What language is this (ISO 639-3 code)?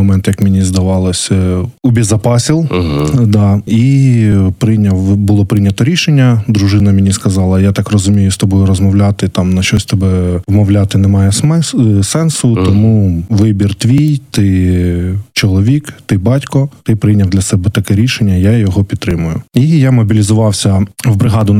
ukr